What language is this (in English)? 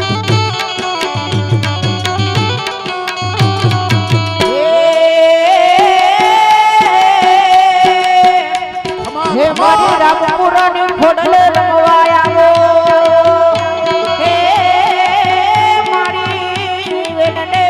Gujarati